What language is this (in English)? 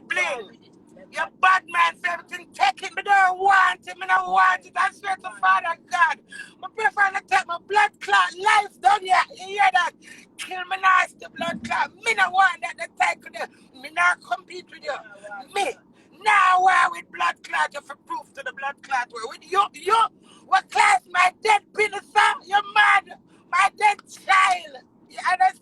Jamaican Creole English